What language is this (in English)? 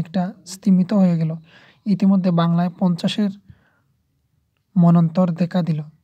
Bangla